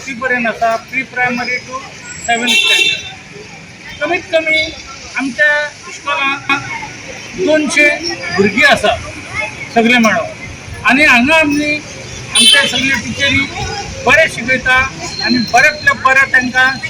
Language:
Konkani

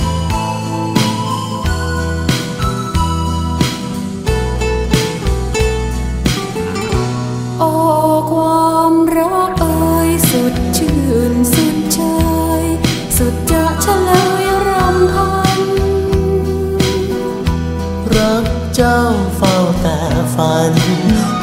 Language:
Thai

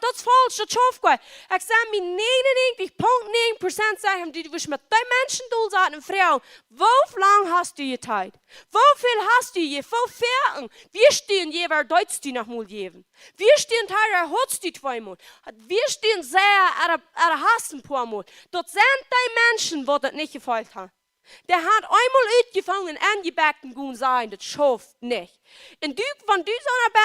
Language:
Plautdietsch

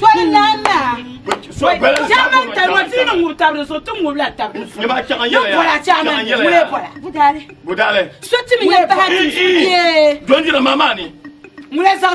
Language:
Dagbani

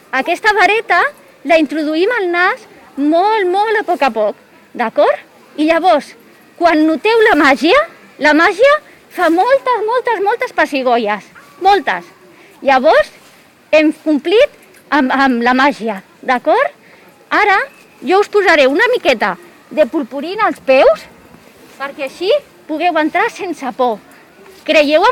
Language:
Catalan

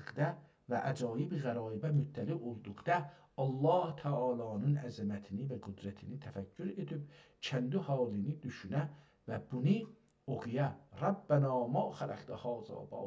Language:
South Azerbaijani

